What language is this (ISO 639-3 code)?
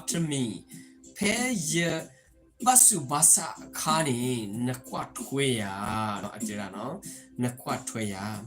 ksw